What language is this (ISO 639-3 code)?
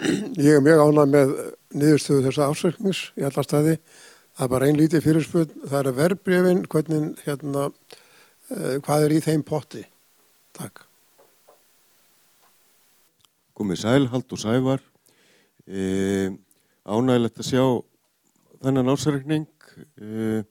isl